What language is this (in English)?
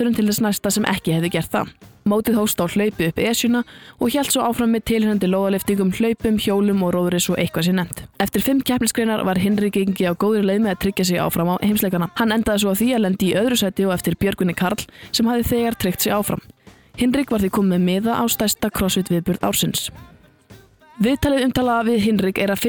Icelandic